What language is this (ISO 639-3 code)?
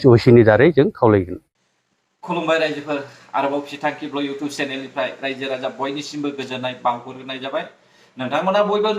brx